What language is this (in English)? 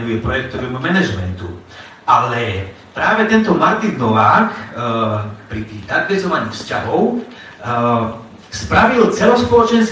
Slovak